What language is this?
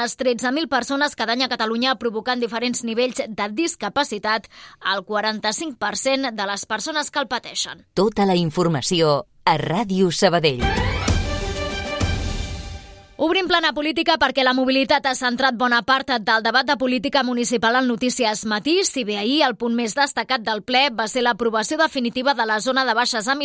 Catalan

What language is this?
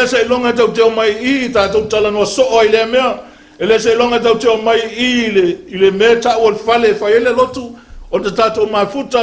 Samoan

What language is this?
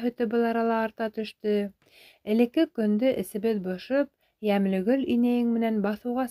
Bashkir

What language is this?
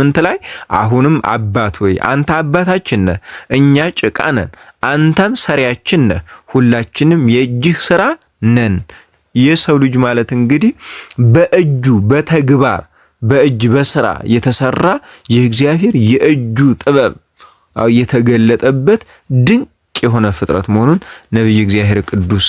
Amharic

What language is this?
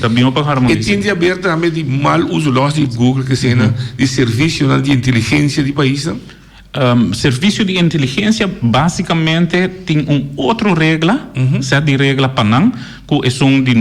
Papiamento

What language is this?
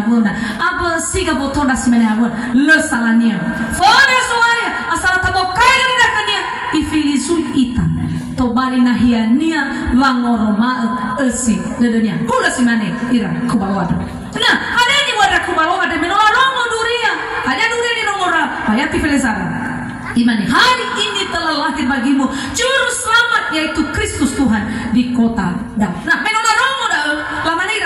Nias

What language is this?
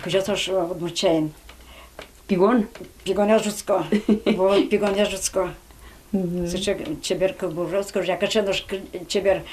Udmurt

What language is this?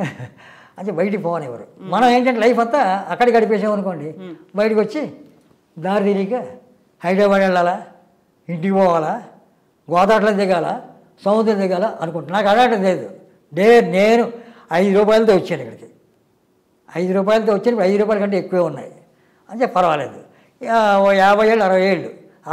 Telugu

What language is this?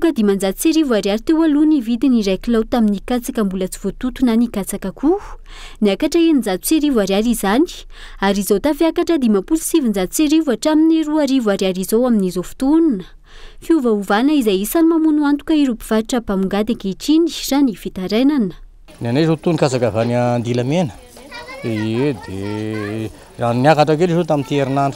Malagasy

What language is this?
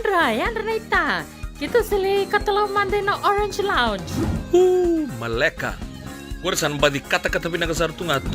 Fijian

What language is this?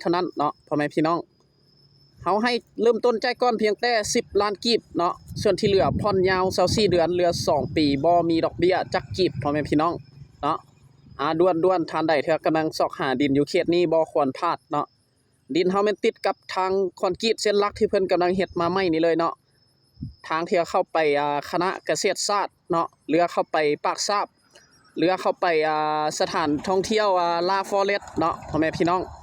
Lao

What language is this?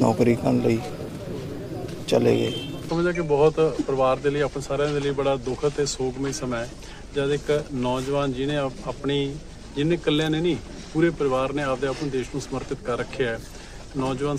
Punjabi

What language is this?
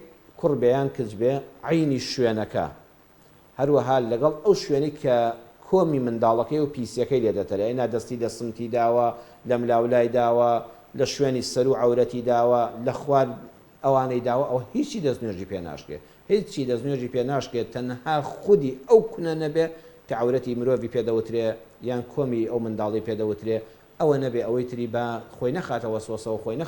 Central Kurdish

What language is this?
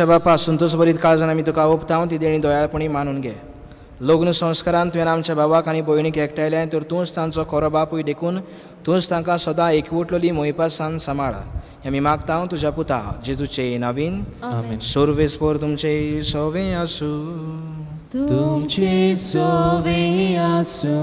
Konkani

